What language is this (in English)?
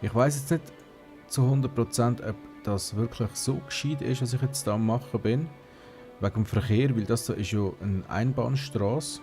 Swiss German